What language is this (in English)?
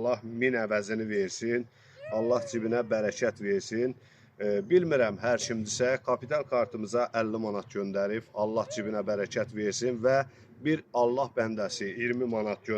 Azerbaijani